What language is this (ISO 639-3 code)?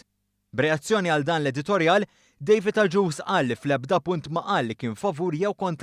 mlt